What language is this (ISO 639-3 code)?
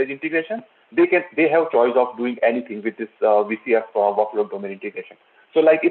eng